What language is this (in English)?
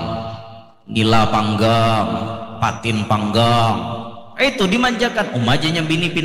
Banjar